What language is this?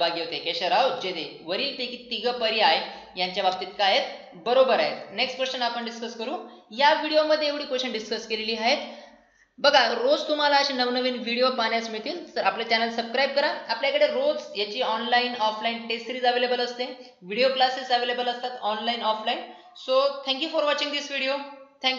Marathi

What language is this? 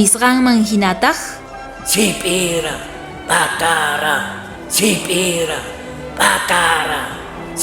South Bolivian Quechua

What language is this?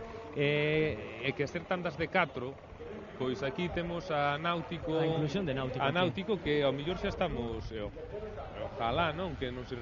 Galician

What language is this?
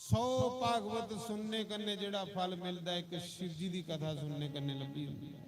Dogri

